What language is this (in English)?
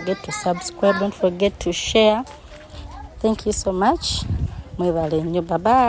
Ganda